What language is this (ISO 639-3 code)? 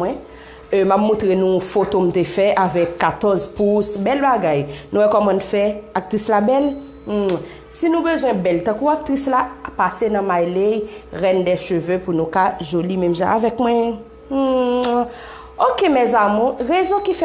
hat